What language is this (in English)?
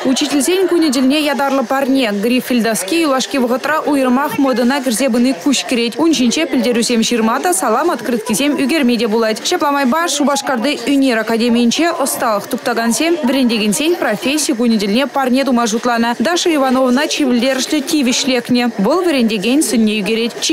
Chuvash